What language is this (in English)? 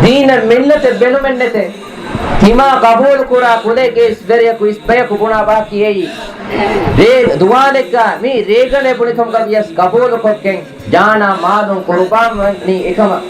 Divehi